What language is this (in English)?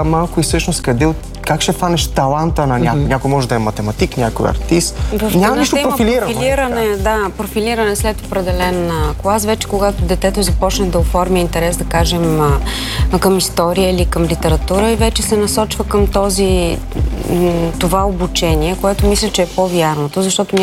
Bulgarian